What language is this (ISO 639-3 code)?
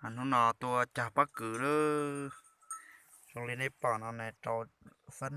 hmn